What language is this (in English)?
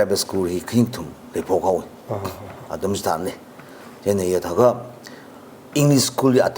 Tangkhul Naga (India)